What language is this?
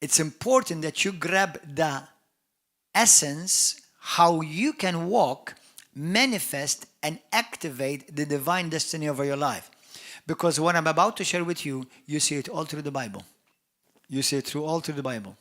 English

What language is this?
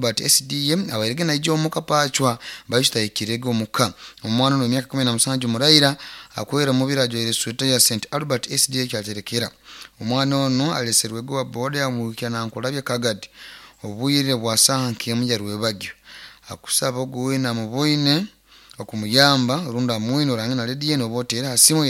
Nyoro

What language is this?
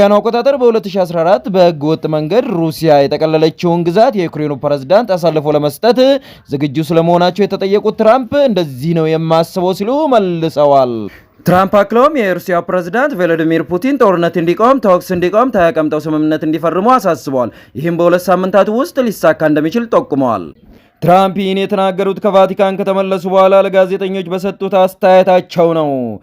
Amharic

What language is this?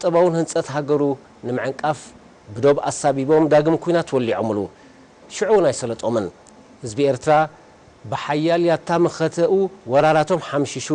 Tigrinya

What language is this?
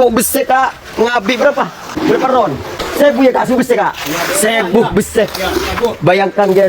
Madurese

